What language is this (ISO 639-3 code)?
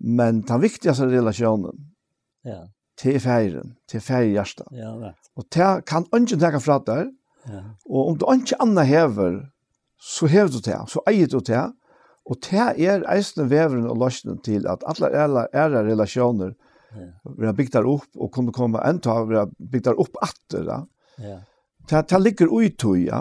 fao